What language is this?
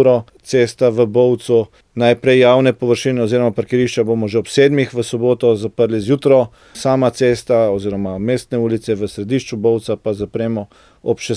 Slovenian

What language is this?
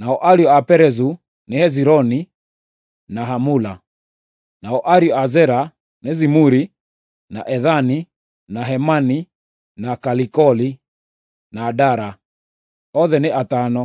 Kikuyu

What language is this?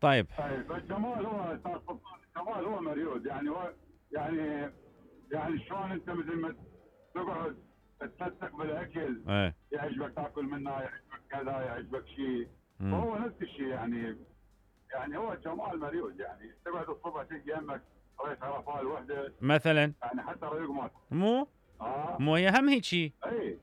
Mesopotamian Arabic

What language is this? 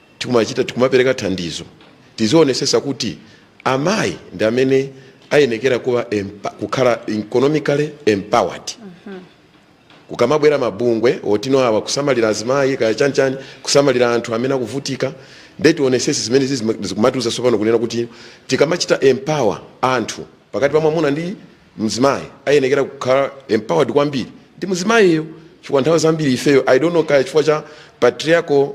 Nyanja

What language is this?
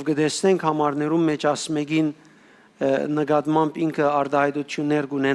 Western Armenian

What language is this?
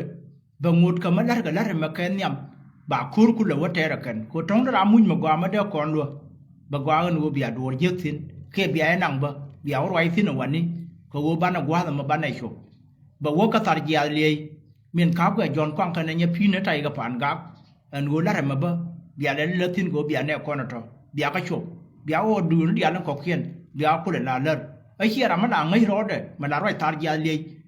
Nuer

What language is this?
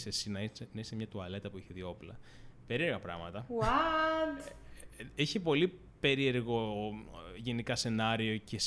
Greek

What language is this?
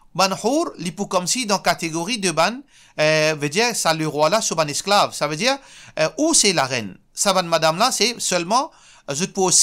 Morisyen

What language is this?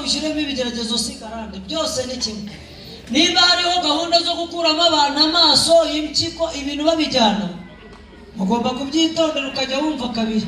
Kinyarwanda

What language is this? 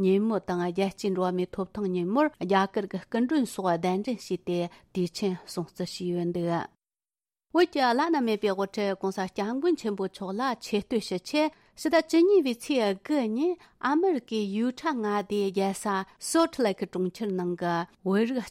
Tibetan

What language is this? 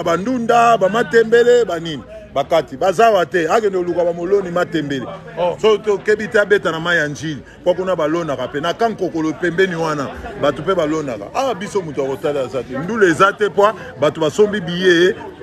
Lingala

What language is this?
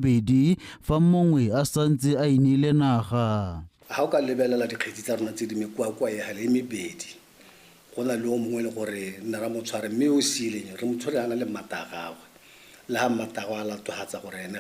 Tswana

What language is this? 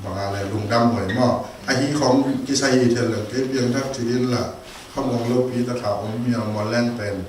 Tedim Chin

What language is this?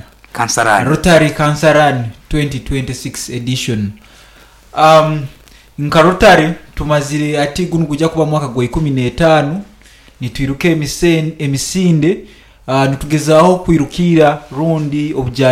Nyoro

